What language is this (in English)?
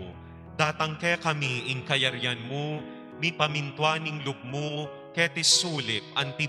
Pampanga